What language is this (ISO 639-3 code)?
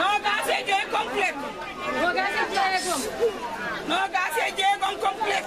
ful